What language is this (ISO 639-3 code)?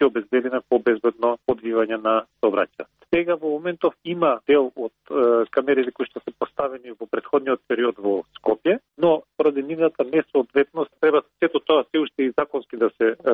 mkd